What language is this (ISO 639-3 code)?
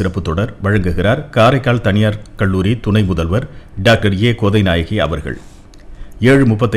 tam